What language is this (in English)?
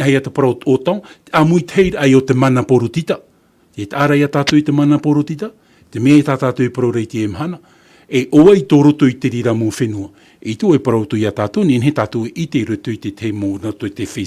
Tahitian